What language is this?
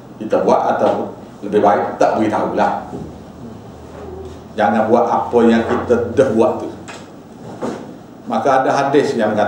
Malay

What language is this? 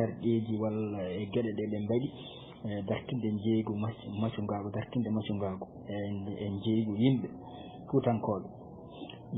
Fula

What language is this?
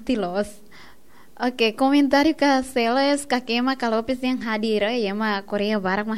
Tetum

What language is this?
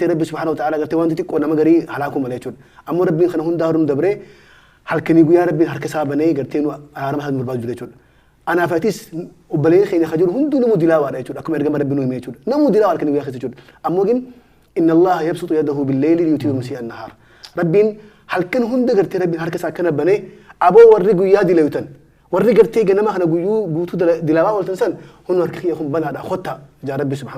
Oromo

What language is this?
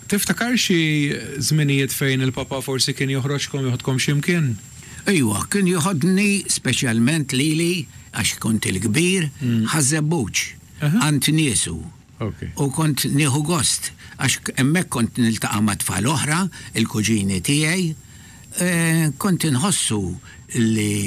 Maltese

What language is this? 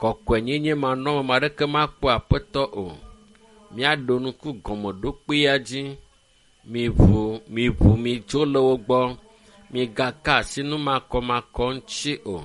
Ewe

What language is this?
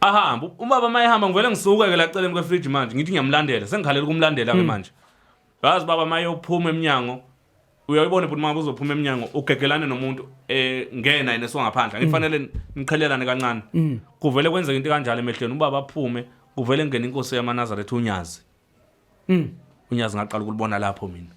Zulu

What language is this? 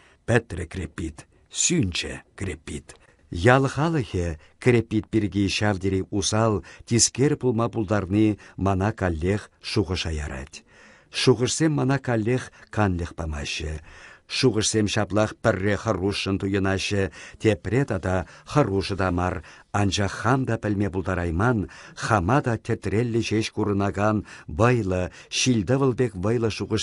Chuvash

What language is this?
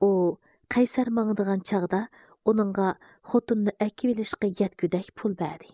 Uyghur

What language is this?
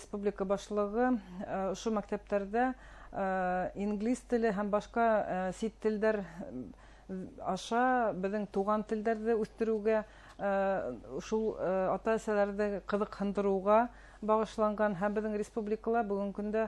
Bashkir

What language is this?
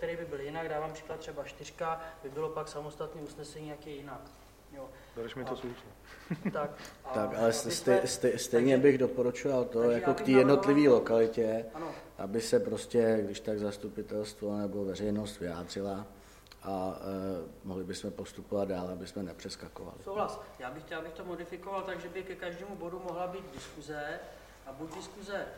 Czech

